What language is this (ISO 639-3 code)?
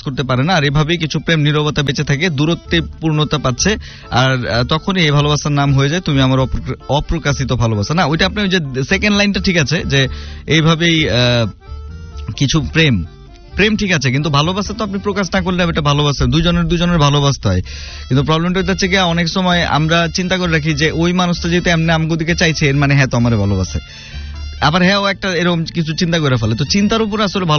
ben